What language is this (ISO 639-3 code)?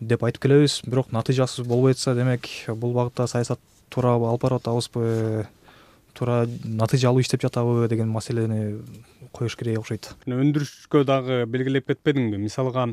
kir